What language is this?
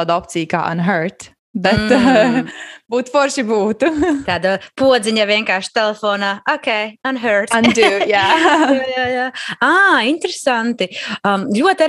Latvian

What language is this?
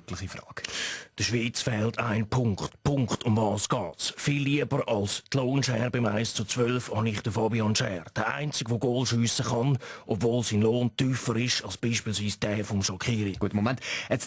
Swiss German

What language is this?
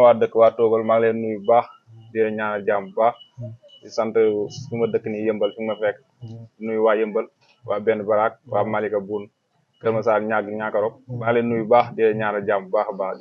Wolof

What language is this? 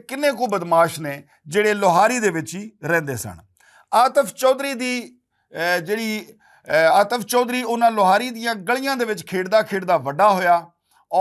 Western Panjabi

